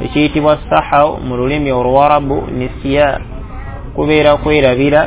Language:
Ganda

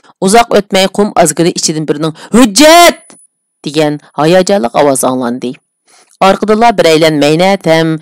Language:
Uyghur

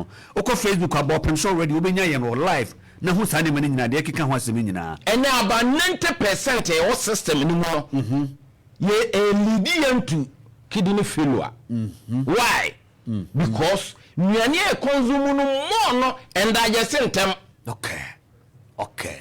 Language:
Akan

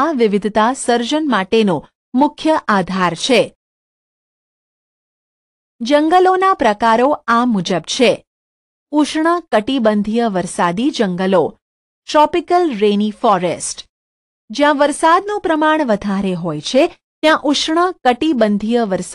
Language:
Gujarati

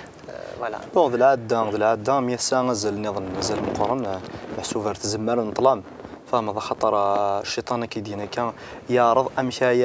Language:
Kabyle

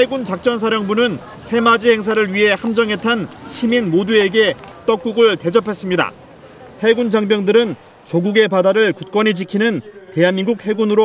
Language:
Korean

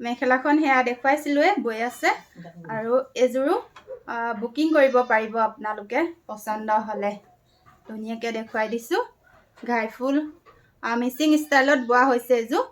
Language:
Assamese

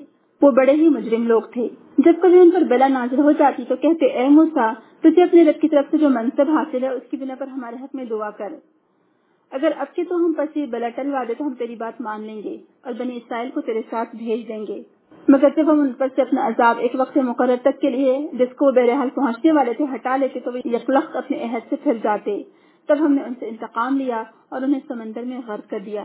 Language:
Urdu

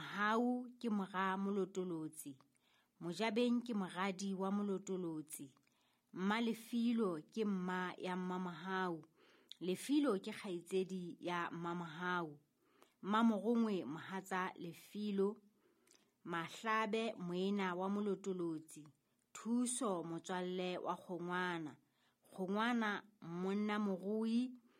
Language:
Southern Sotho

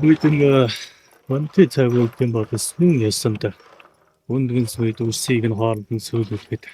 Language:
Mongolian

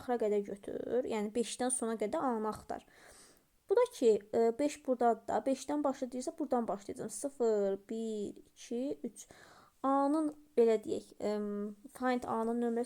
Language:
Azerbaijani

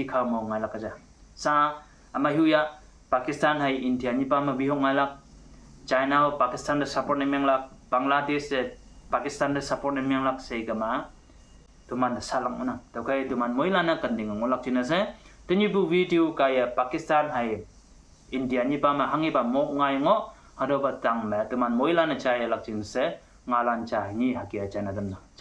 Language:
Konyak Naga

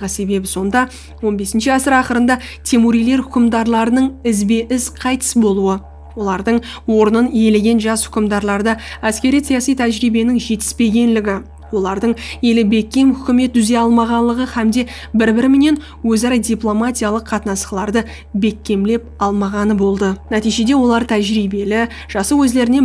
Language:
Kara-Kalpak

